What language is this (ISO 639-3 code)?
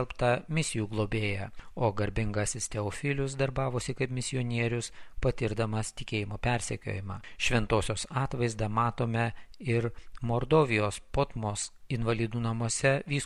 lit